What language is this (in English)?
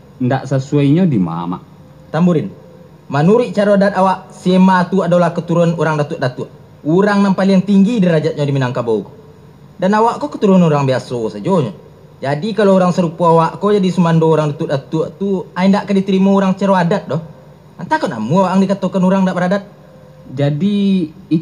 Minangkabau